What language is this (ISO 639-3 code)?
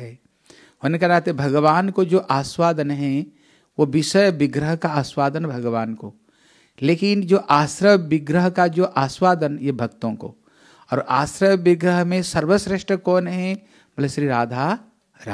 hin